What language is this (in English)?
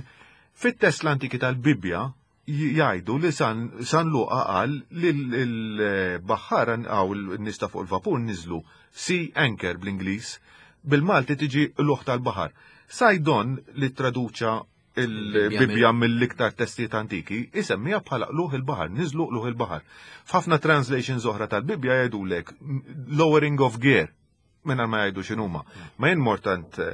Maltese